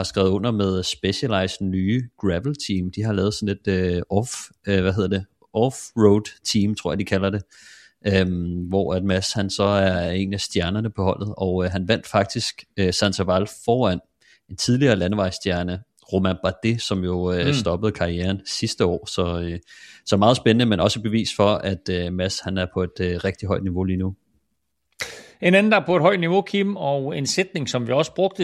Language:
Danish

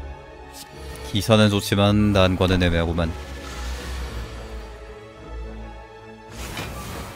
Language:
Korean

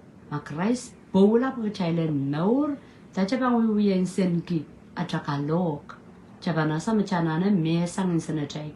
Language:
Pohnpeian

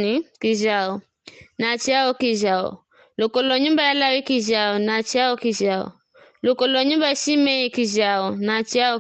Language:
Giryama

